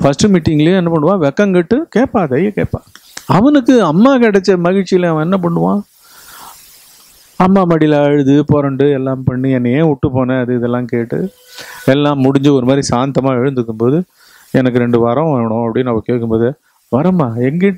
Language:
Tamil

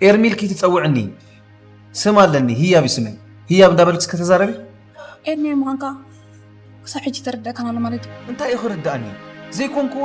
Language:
Tigrinya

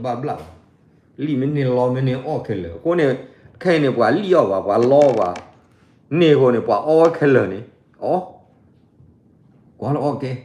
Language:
S'gaw Karen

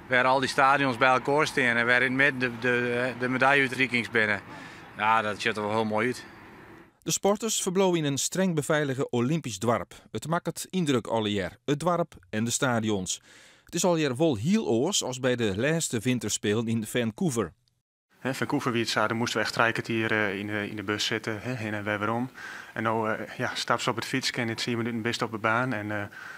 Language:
Western Frisian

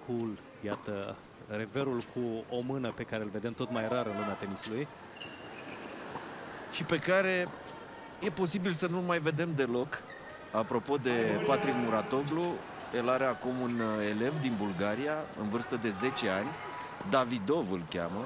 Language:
Romanian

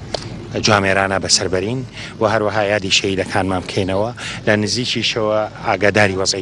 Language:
Central Kurdish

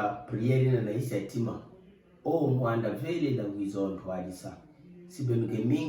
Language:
Kituba (Democratic Republic of Congo)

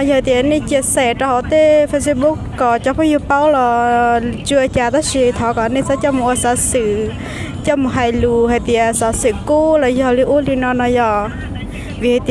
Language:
Hmong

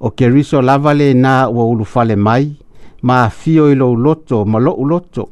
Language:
Samoan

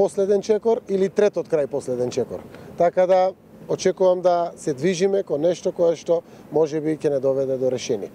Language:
Macedonian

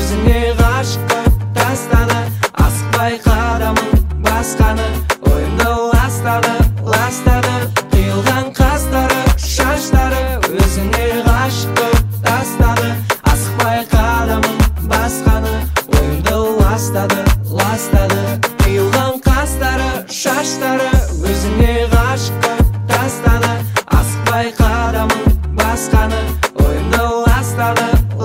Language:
Kazakh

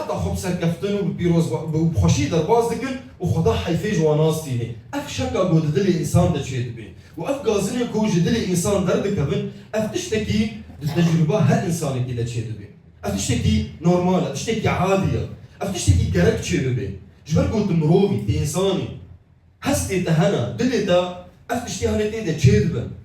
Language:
Kurdish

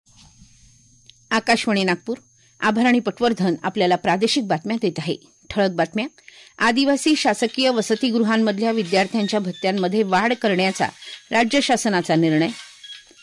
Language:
Marathi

